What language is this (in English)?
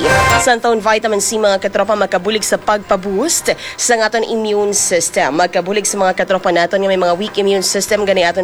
Hiligaynon